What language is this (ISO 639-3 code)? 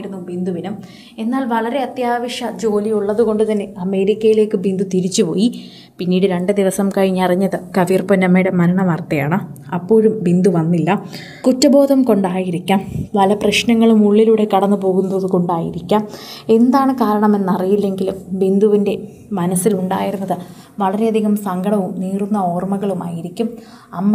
mal